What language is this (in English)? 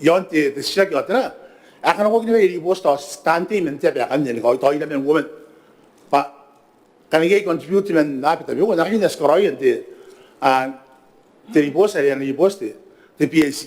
Gilbertese